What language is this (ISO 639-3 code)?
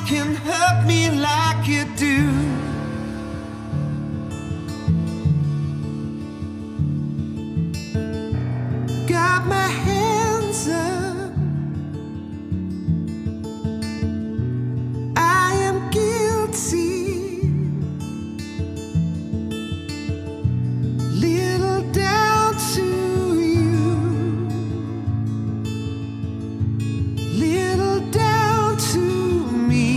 eng